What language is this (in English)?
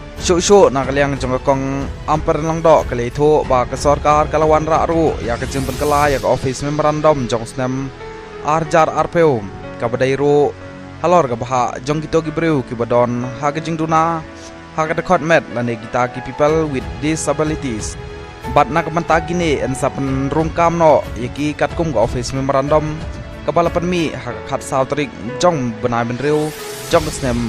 Khasi